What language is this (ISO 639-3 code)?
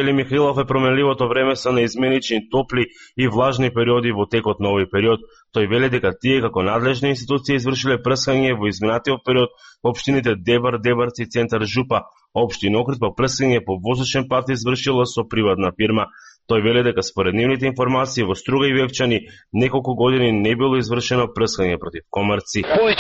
mkd